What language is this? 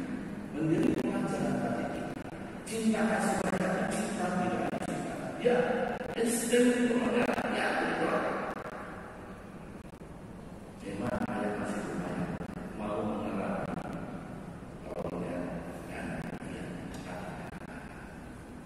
Indonesian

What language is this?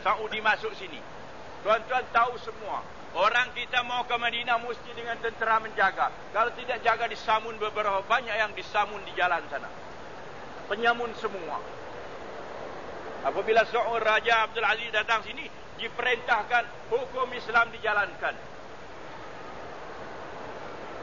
Malay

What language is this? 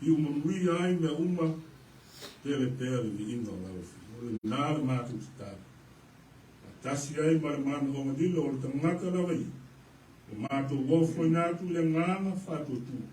Samoan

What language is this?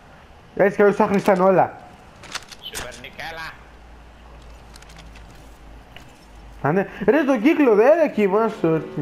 Greek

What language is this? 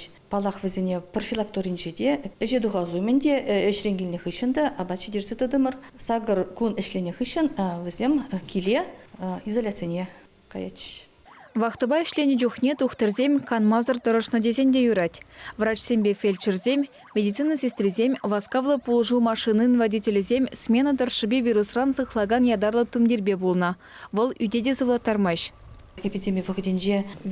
Chuvash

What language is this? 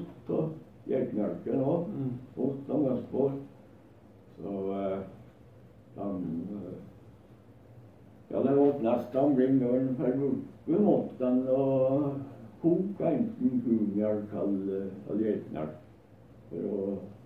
Norwegian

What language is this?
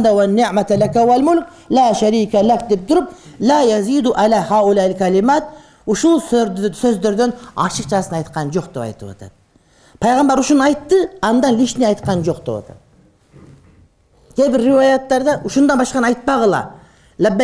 Kyrgyz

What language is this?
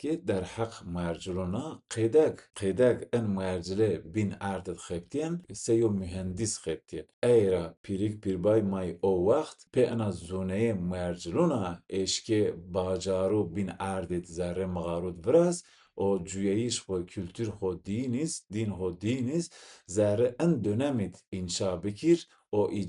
Zaza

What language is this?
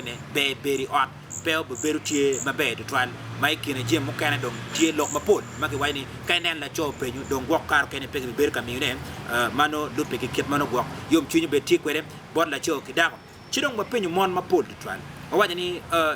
Acoli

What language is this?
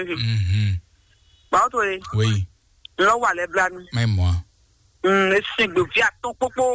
Fon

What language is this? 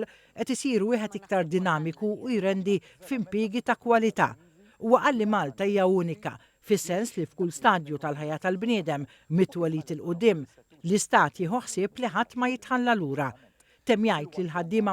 Maltese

